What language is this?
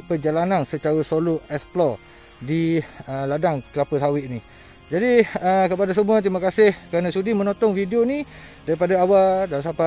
Malay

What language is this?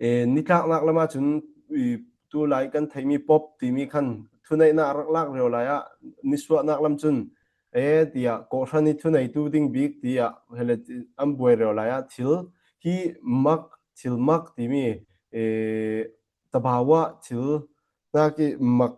Falam Chin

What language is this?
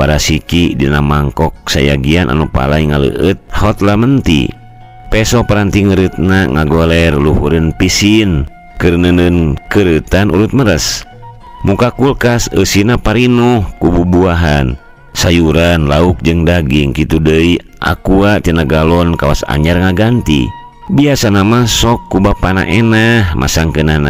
Sundanese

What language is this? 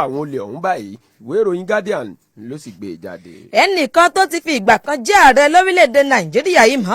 Yoruba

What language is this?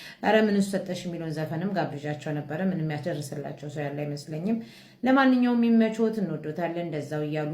Amharic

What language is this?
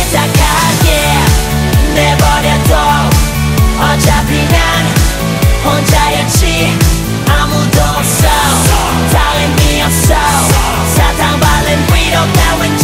Korean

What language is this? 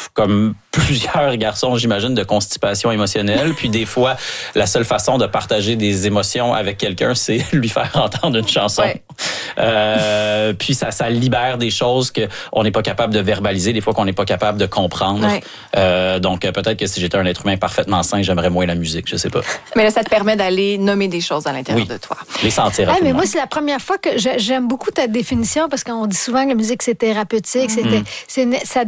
French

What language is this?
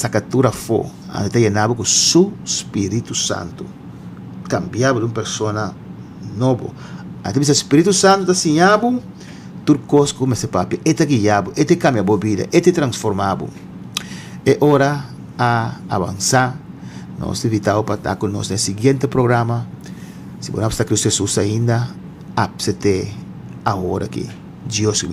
Papiamento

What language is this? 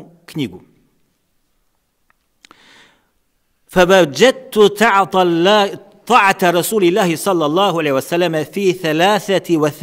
Bosnian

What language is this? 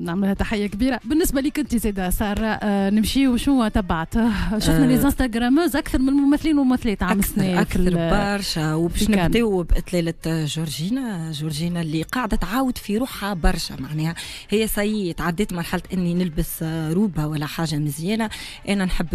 Tunisian Arabic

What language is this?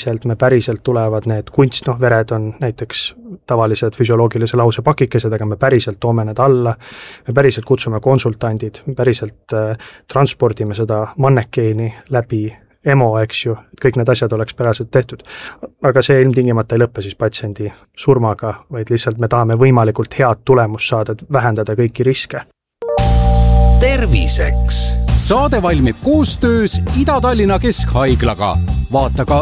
Estonian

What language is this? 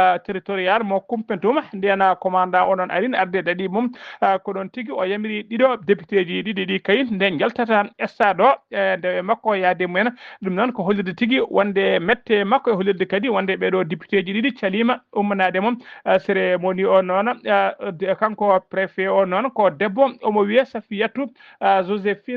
Fula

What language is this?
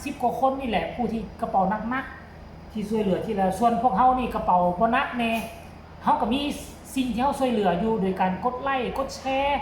Lao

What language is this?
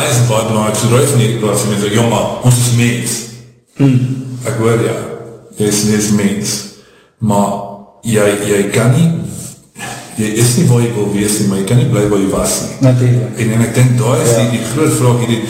Afrikaans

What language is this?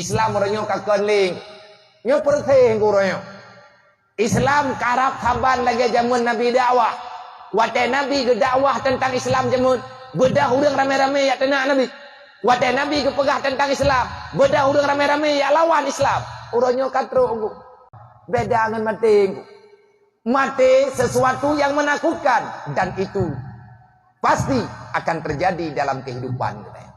Achinese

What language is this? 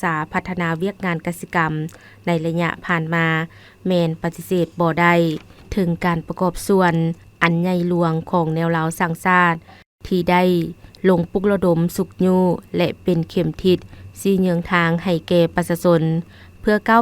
Lao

